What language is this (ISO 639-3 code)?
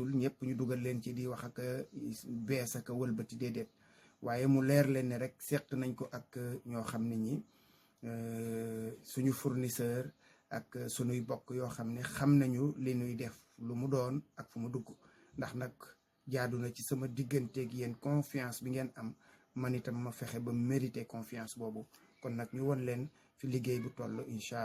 wol